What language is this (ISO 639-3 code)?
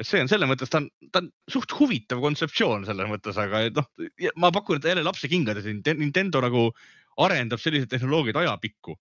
est